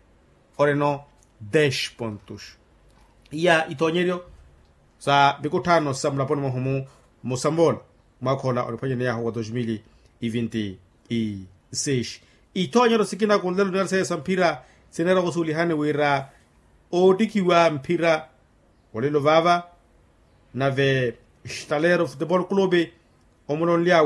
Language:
Makhuwa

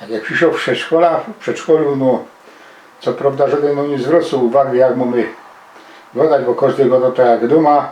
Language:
Silesian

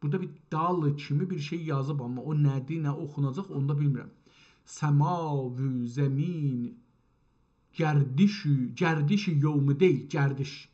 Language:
South Azerbaijani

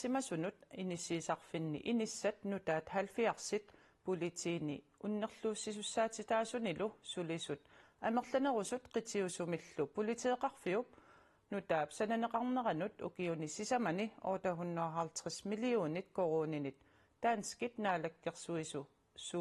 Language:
Kalaallisut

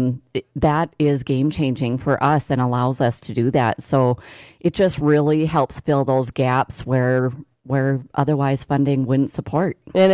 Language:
English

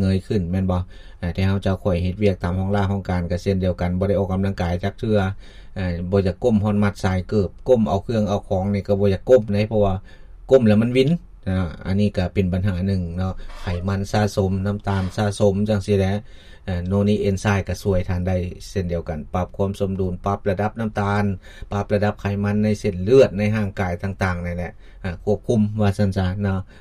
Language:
Lao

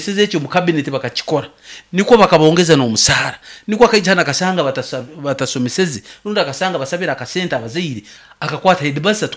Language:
Nyoro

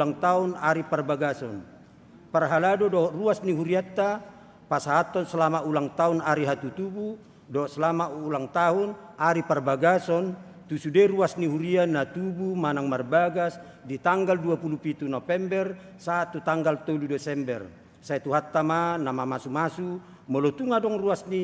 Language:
Batak Toba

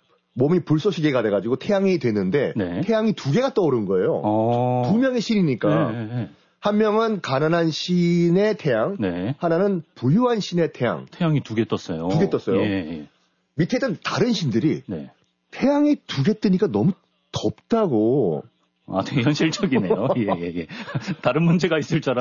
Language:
Korean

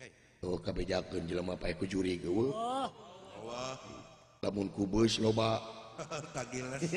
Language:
Sundanese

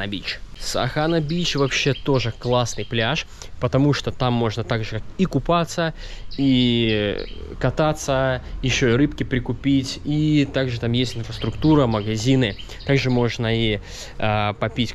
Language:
Russian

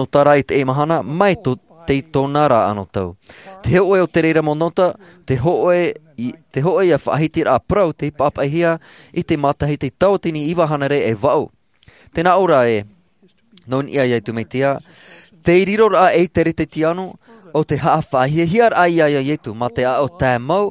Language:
Tahitian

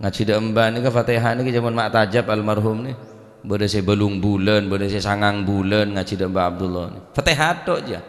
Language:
Madurese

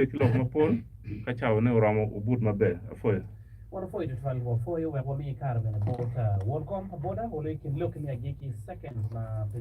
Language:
Acoli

